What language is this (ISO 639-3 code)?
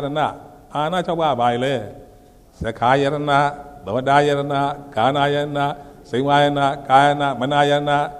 mya